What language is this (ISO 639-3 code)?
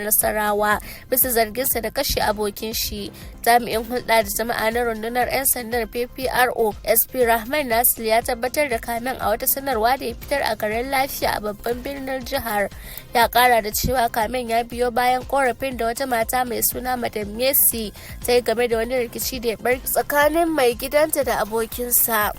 hau